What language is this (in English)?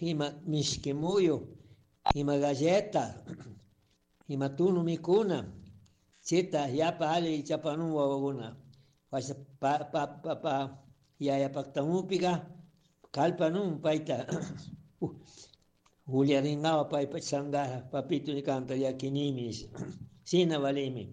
Chimborazo Highland Quichua